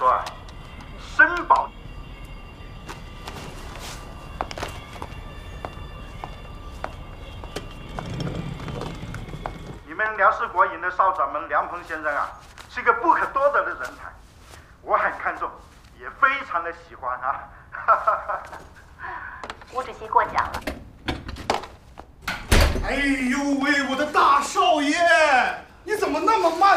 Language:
Chinese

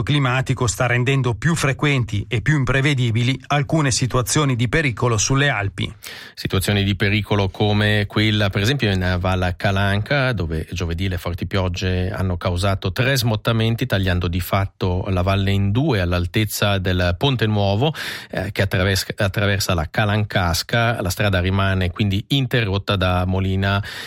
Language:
Italian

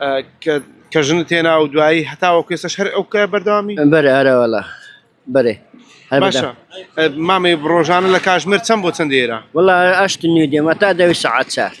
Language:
Central Kurdish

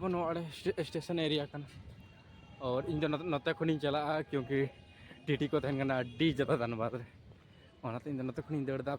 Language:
Santali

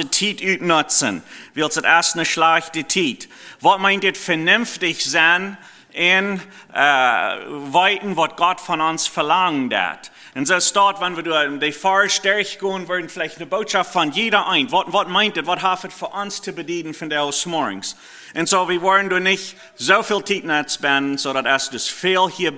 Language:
Plautdietsch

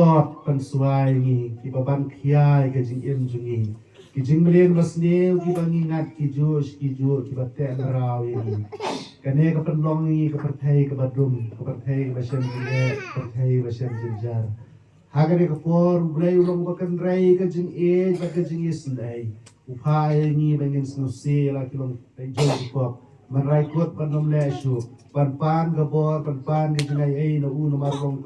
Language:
Khasi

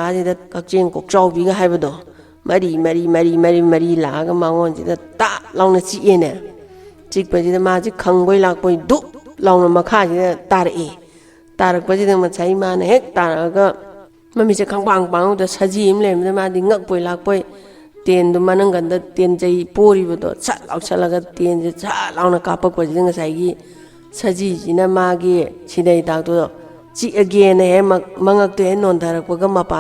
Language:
Manipuri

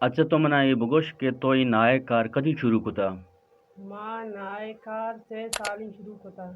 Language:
Eastern Balochi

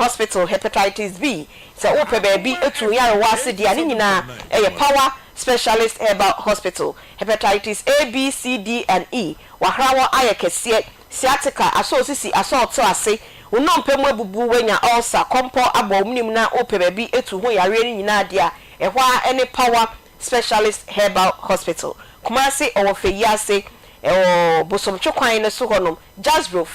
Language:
Akan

